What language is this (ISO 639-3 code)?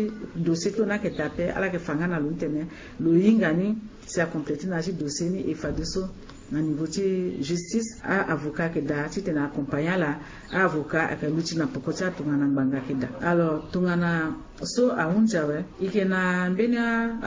sag